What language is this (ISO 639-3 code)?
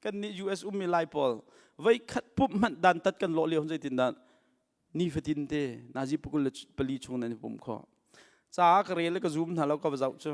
cnh